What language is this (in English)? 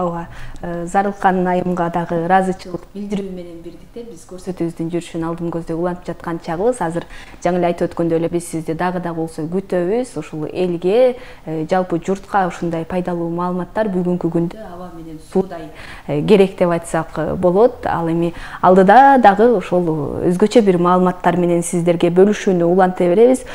Kyrgyz